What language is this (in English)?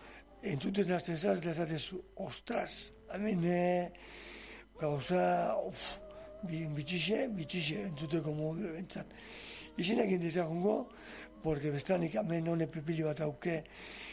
Basque